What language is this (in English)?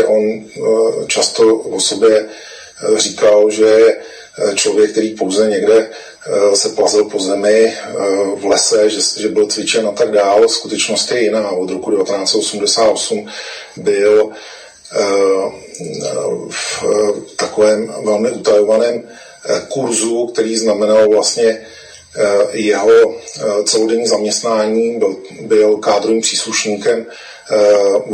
Czech